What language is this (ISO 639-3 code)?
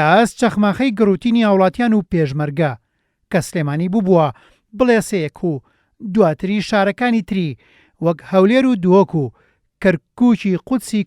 ckb